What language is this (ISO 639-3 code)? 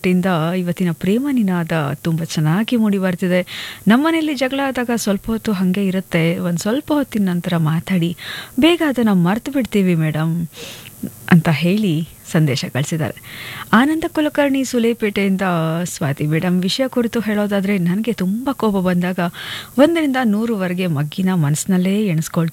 kan